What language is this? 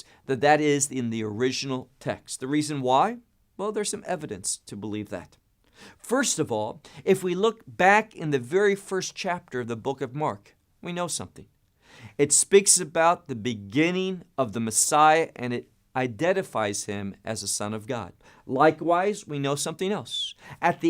English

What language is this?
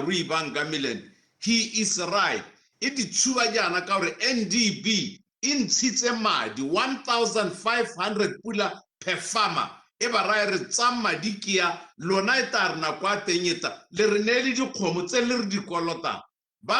Tswana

